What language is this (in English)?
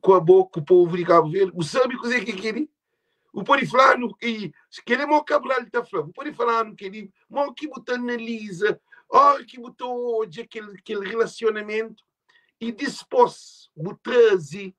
Kabuverdianu